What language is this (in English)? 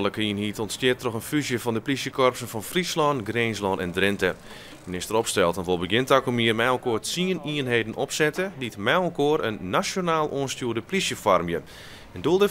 Western Frisian